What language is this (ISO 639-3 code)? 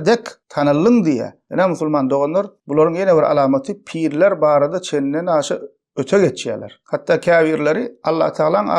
tuk